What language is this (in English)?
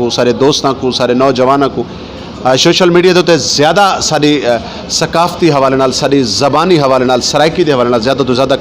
Saraiki